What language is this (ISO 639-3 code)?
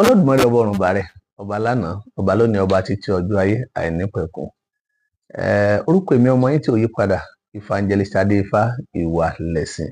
yor